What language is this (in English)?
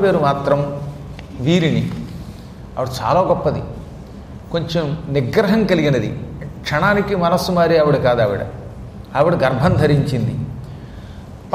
Telugu